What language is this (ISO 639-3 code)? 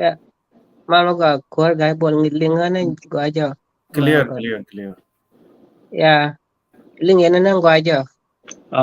nus